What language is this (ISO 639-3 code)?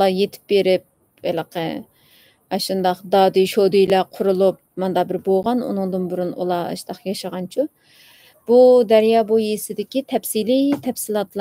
uig